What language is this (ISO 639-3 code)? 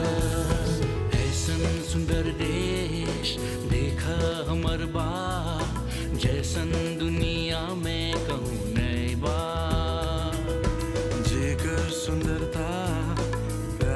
bho